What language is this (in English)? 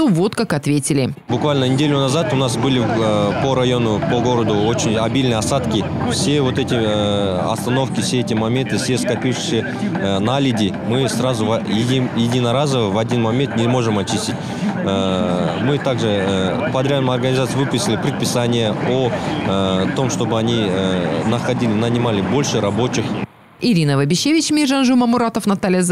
Russian